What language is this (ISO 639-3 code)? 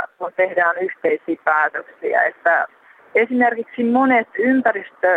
fin